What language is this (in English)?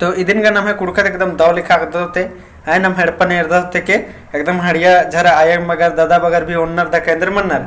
Kurukh